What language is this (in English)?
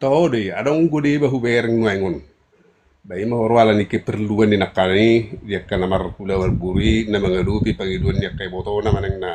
Batak Toba